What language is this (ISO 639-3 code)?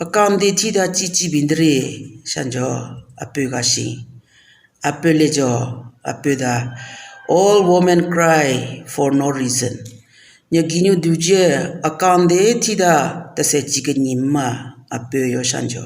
nre